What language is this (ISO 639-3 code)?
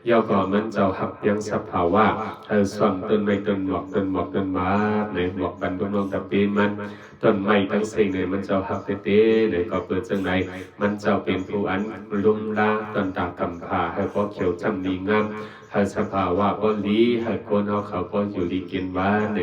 shn